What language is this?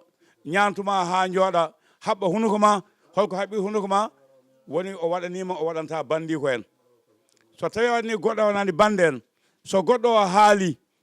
Fula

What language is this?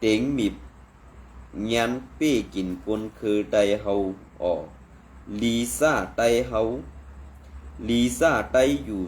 Shan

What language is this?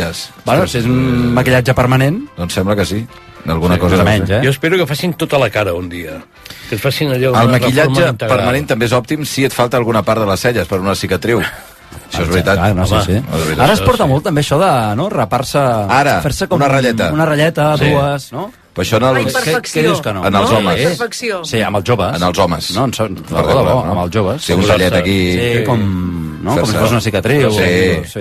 Catalan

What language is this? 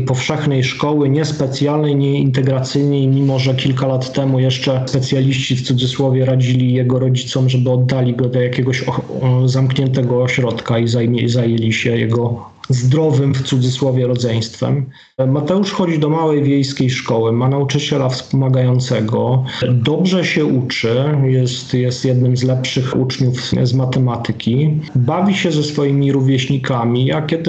Polish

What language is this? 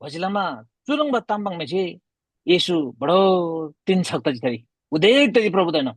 Eastern Tamang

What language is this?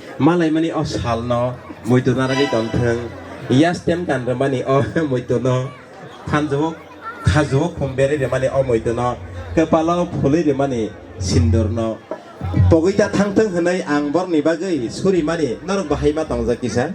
Kok Borok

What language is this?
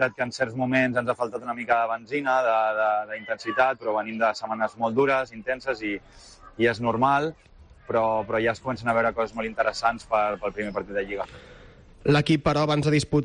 Catalan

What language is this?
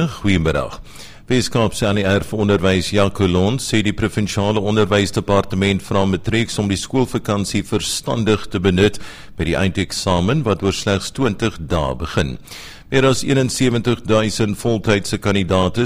Afrikaans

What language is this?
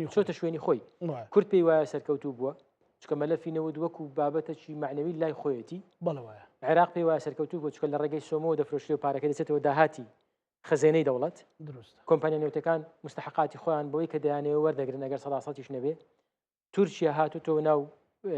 Central Kurdish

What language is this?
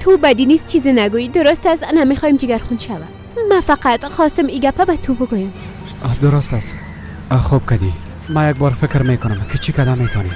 Persian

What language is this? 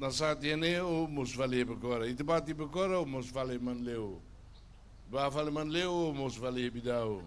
Tetum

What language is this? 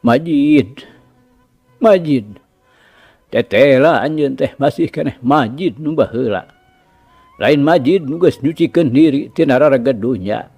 Sundanese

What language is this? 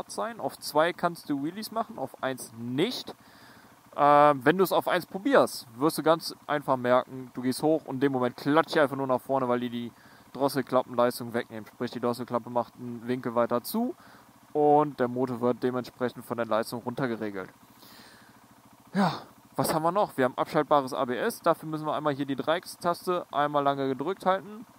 German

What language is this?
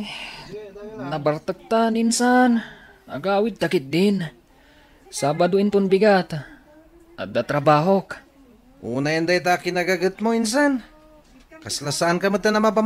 Iloko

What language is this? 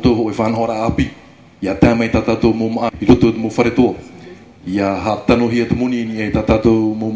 Tahitian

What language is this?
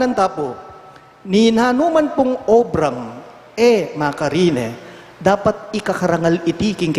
Pampanga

